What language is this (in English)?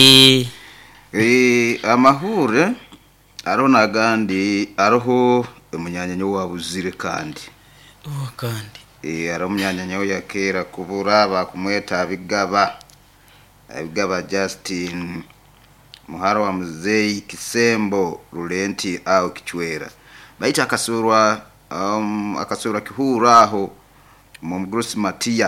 Nyoro